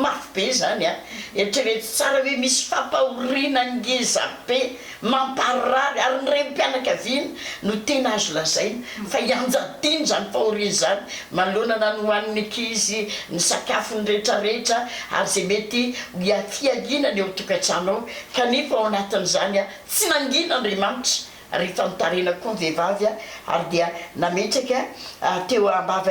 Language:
Malagasy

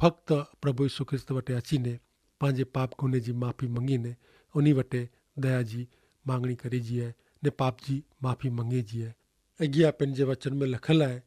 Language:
Kachhi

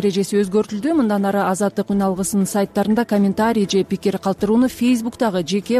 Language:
Kyrgyz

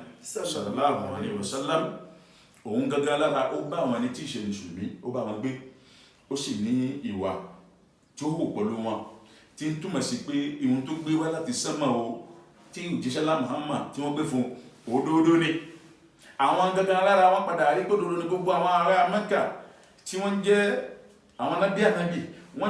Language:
Yoruba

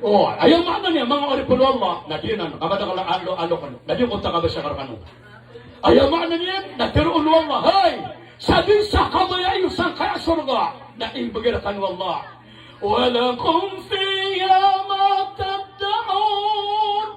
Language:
Maranao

